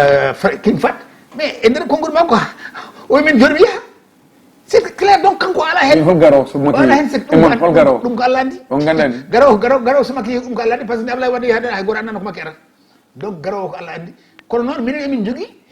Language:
Fula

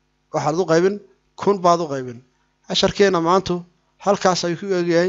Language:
Somali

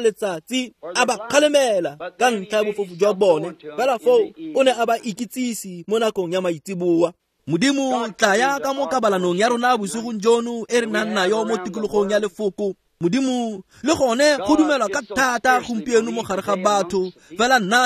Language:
Tswana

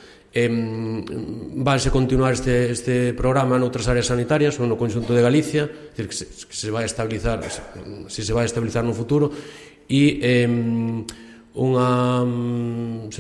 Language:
Galician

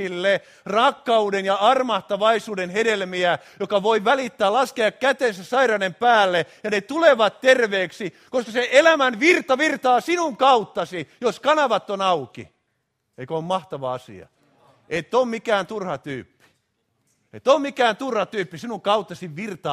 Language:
Finnish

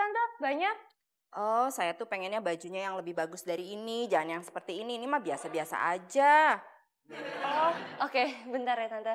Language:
Betawi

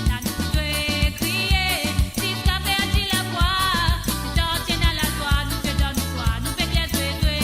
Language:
Morisyen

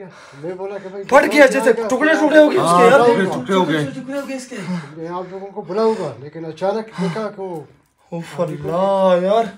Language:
Hindi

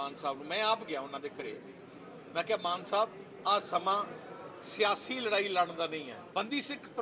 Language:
Punjabi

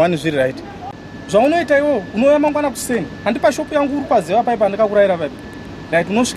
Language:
Shona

